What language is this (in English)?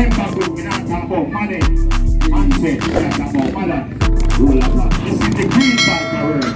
Jamaican Creole English